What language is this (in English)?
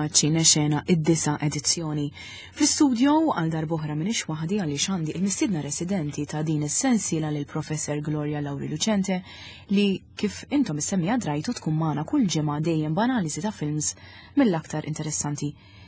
Maltese